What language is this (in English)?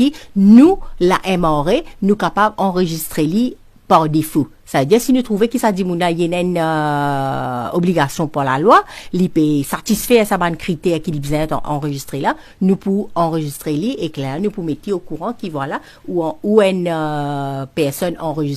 Morisyen